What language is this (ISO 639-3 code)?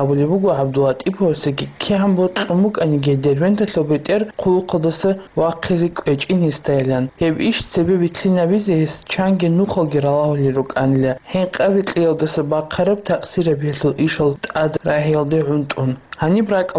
ava